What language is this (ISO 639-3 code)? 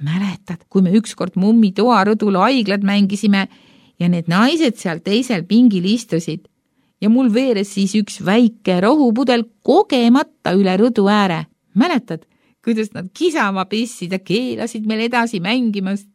est